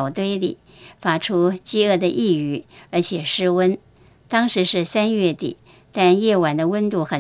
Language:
Chinese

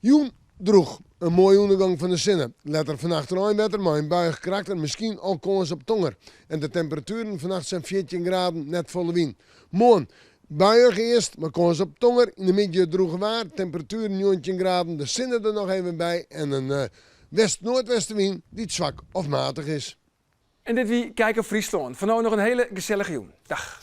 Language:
Western Frisian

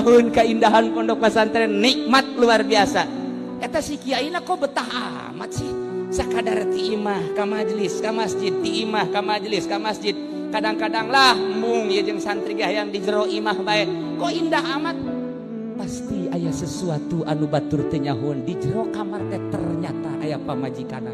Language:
Sundanese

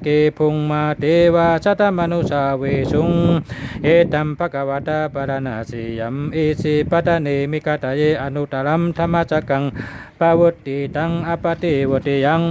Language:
Shan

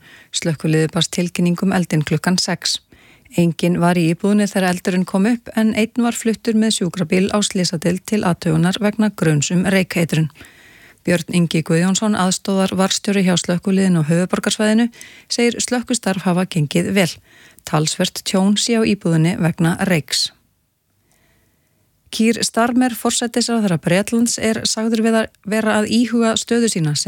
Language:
Icelandic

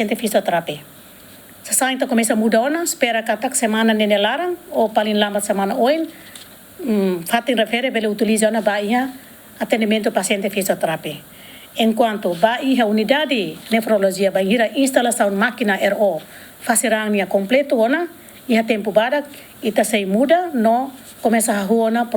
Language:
Tetum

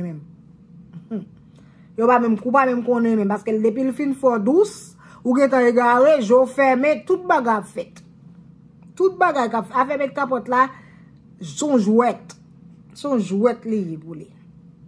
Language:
Haitian Creole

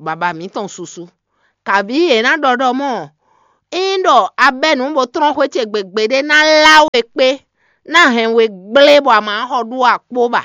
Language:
Fon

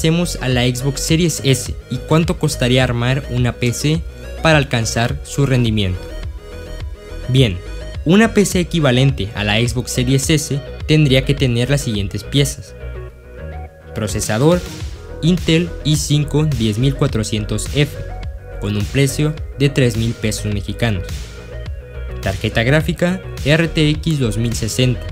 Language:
Spanish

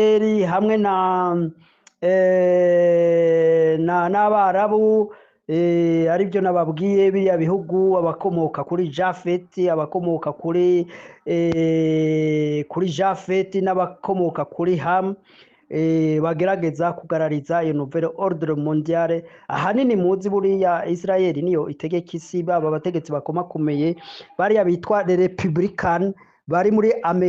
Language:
Rundi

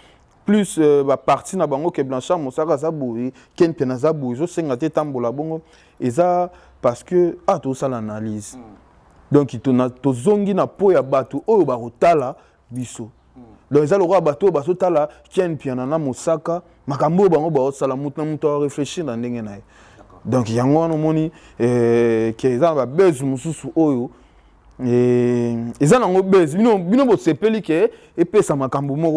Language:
Lingala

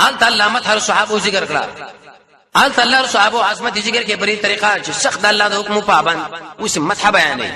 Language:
Pashto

